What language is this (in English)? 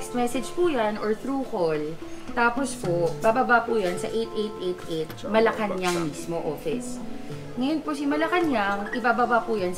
Filipino